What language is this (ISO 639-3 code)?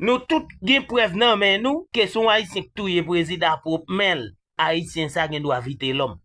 hat